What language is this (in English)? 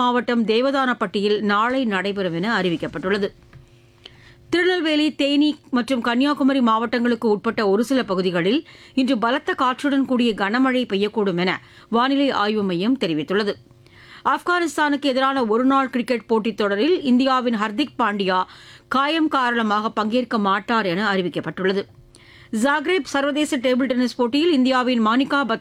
Tamil